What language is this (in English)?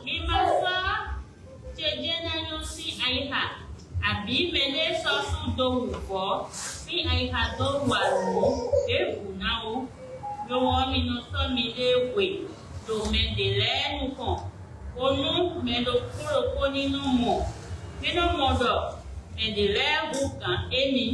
Fon